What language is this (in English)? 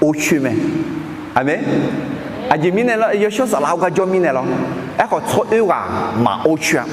Akha